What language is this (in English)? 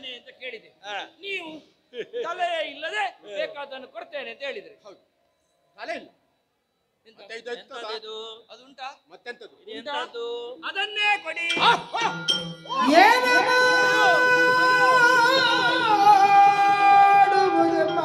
Kannada